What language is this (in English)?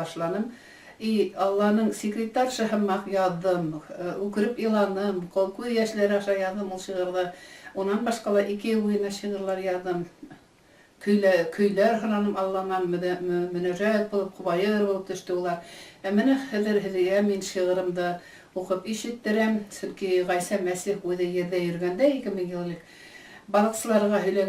Bashkir